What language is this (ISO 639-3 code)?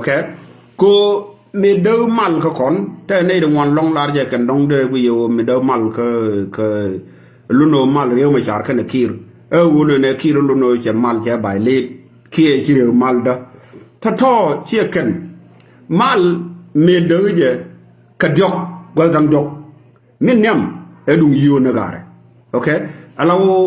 nus